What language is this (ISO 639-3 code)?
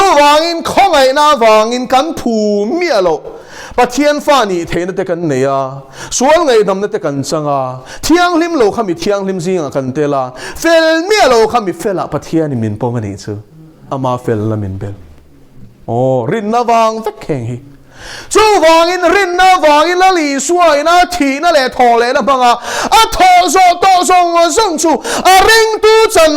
lus